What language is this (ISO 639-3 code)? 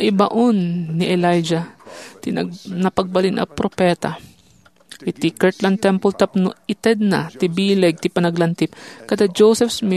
ilo